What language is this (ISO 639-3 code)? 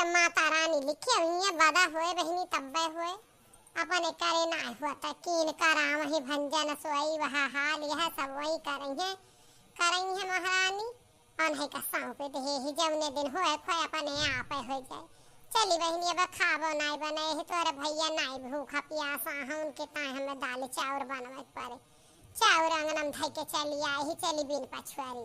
awa